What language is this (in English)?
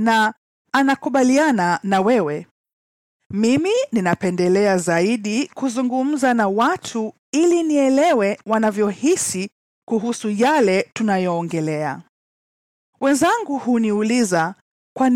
Swahili